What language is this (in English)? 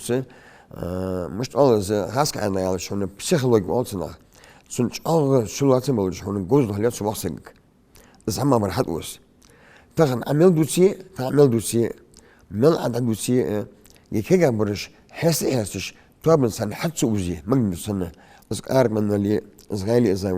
Ingush